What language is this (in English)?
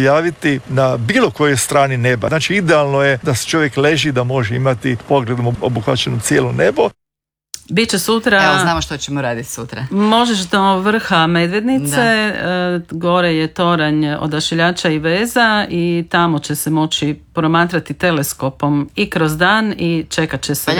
Croatian